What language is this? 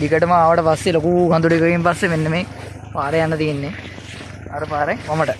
Sinhala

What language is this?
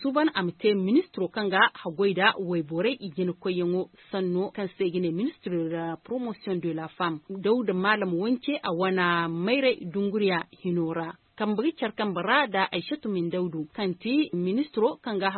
Zarma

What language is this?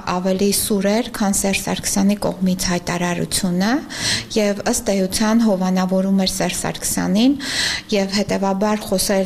Armenian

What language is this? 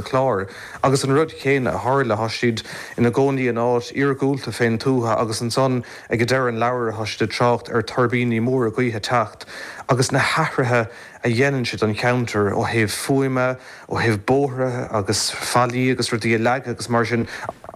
Irish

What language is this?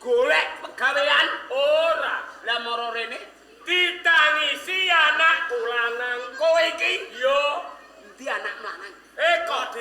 Javanese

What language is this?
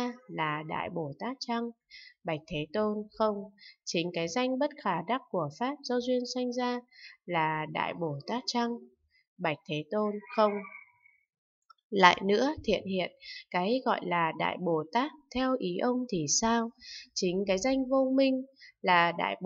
Vietnamese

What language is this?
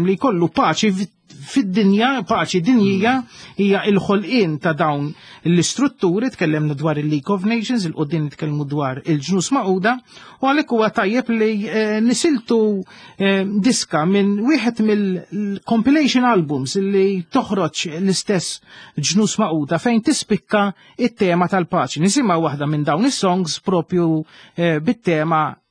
Maltese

